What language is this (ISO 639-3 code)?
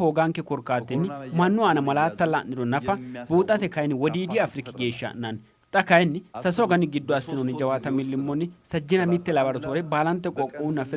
sid